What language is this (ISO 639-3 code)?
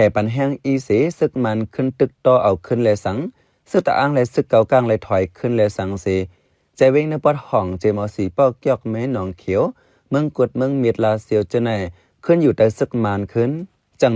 shn